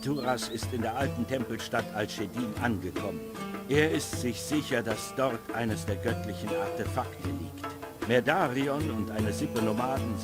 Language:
Bavarian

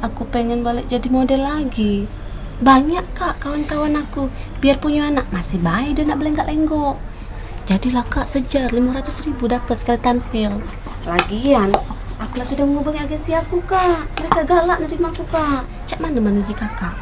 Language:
Musi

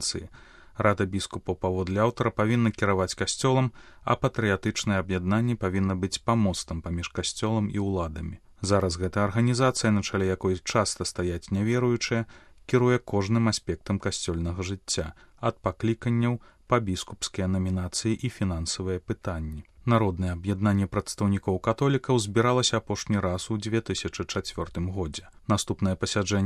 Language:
Belarusian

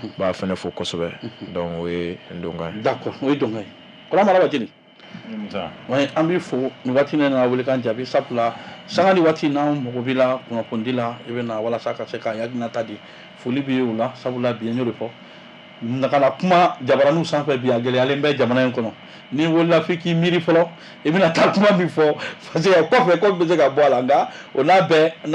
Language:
Bambara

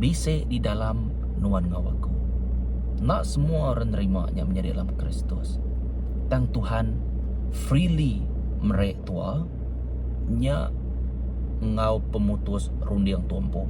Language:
Iban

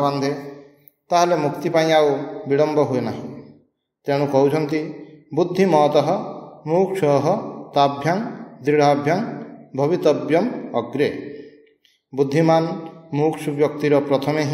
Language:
Odia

